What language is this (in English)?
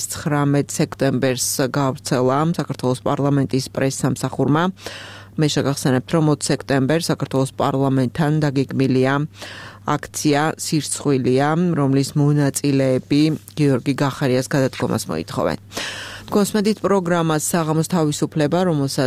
Georgian